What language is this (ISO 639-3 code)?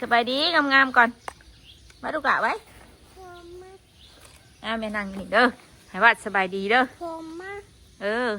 tts